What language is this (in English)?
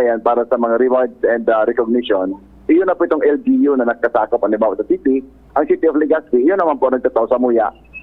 Bikol